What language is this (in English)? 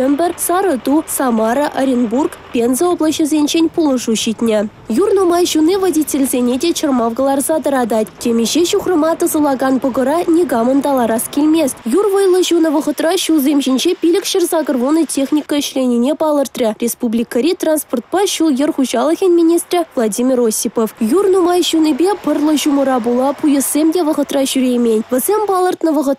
Chuvash